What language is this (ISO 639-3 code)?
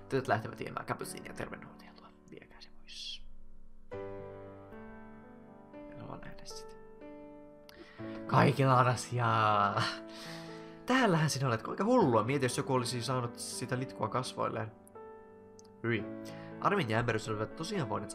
fin